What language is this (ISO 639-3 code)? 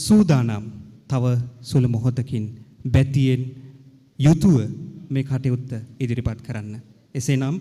sin